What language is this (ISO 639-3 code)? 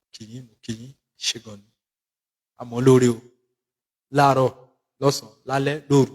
yor